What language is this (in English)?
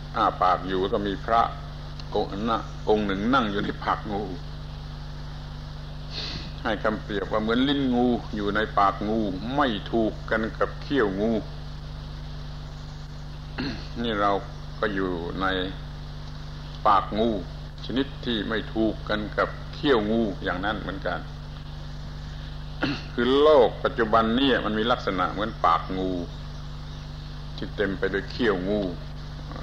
Thai